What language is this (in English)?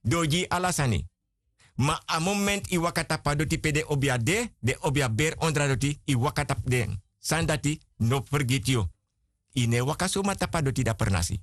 Sranan Tongo